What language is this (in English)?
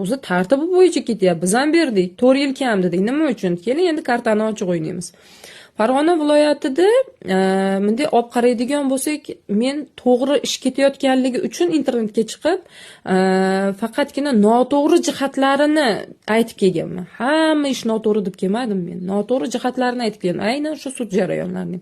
Uzbek